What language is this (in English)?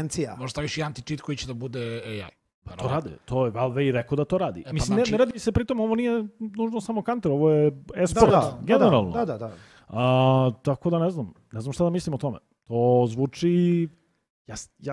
Serbian